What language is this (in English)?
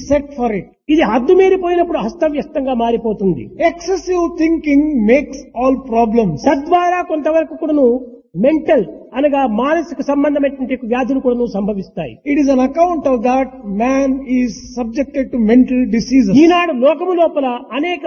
Telugu